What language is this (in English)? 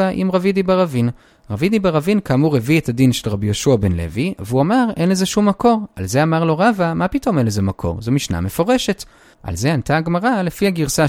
Hebrew